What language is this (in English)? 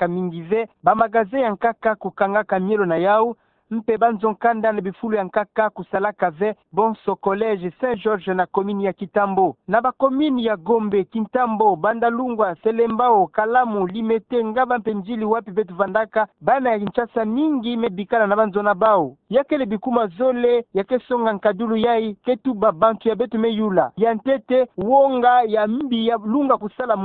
Kituba (Democratic Republic of Congo)